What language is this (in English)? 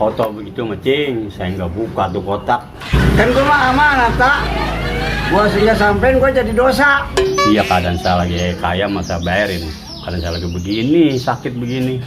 Betawi